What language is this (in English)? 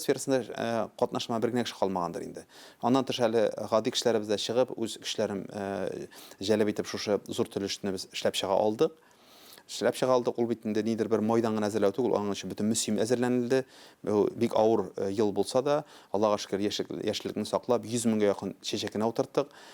Tatar